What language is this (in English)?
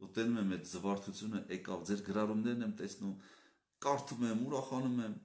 Armenian